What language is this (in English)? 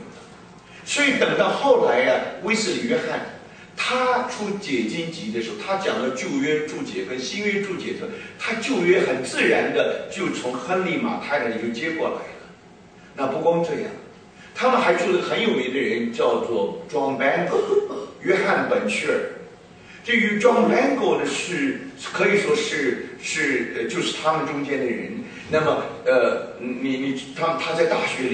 Chinese